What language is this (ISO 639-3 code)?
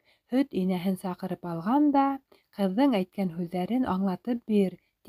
bak